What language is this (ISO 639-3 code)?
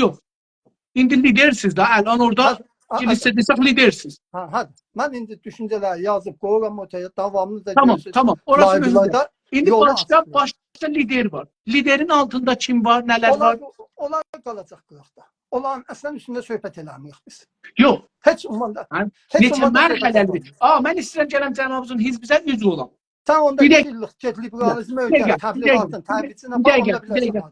azb